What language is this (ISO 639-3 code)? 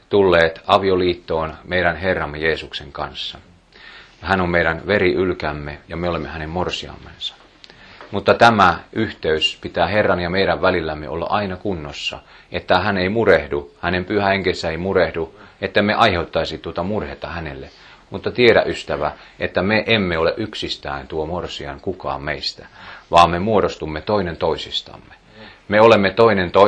fin